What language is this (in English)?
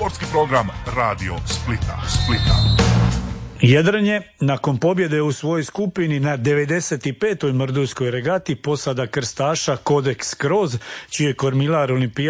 Croatian